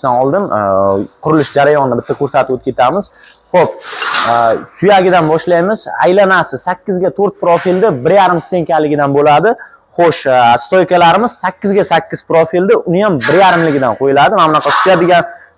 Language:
Uzbek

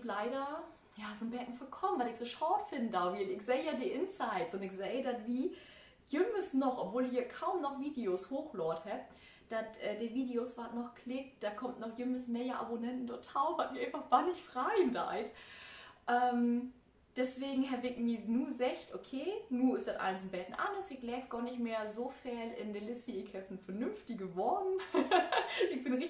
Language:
Low German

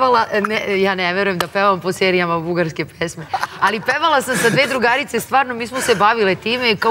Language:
Serbian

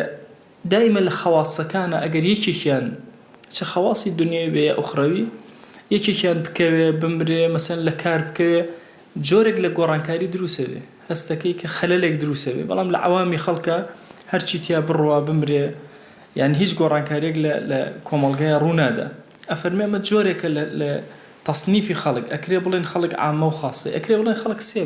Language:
Central Kurdish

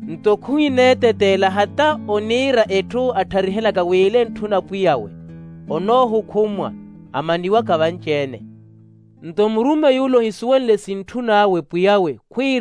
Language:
Makhuwa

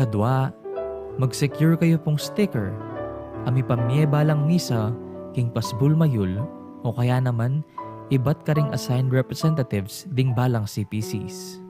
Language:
Pampanga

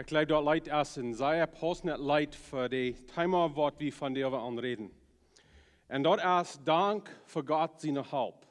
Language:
Plautdietsch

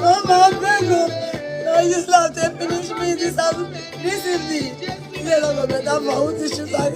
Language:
Nigerian Pidgin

